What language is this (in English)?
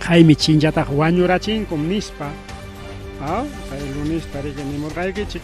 Ayacucho Quechua